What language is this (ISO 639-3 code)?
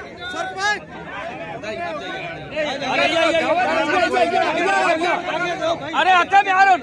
hin